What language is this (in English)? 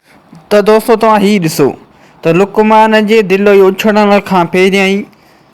Sindhi